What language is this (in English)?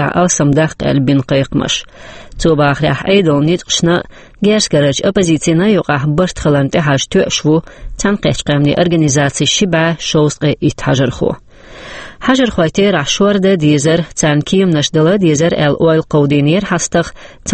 Chechen